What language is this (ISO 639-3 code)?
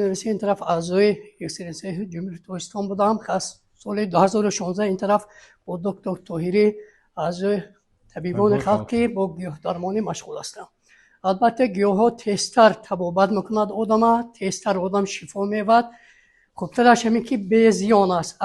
tgk